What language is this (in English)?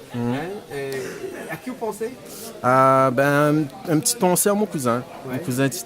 Réunion Creole French